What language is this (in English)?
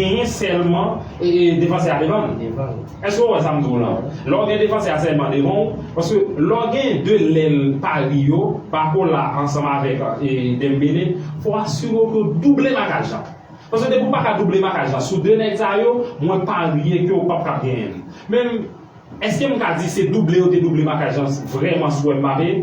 Haitian Creole